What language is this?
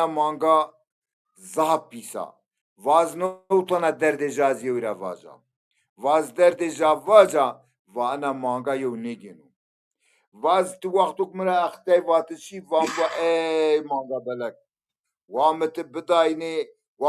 Zaza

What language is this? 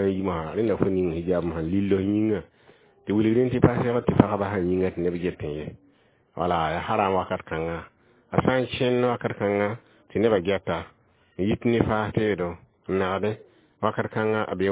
Mossi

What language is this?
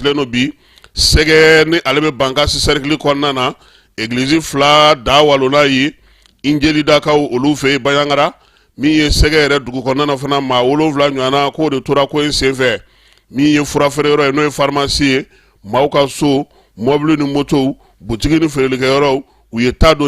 Bambara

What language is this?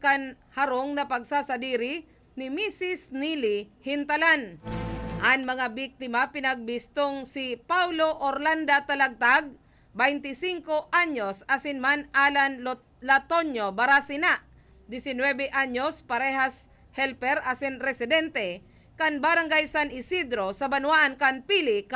Bikol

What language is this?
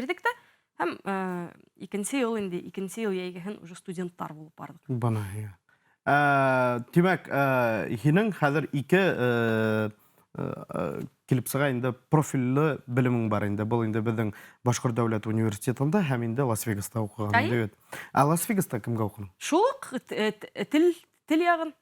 Bashkir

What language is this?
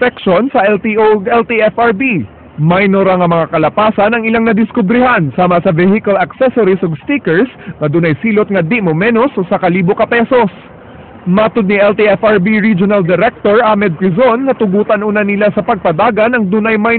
Cebuano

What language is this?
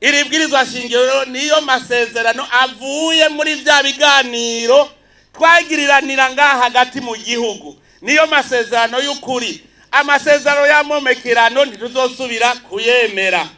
Rundi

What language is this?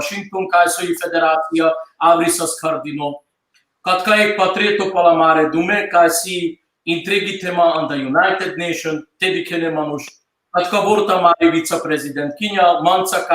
Balkan Romani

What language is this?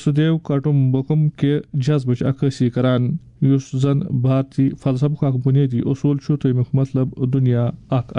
Kashmiri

